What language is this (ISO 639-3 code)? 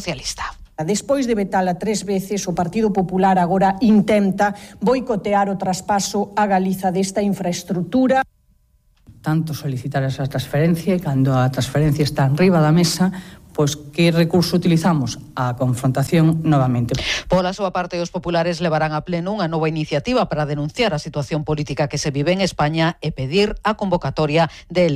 glg